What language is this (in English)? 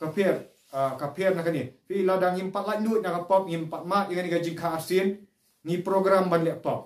Khasi